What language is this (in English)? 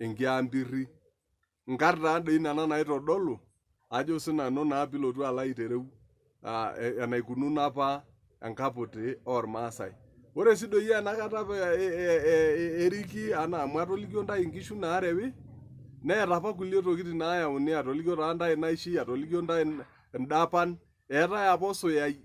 Masai